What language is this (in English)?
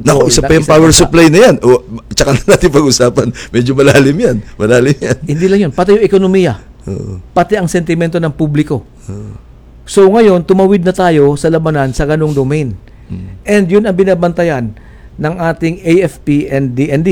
Filipino